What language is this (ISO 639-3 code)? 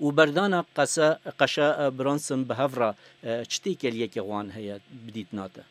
kur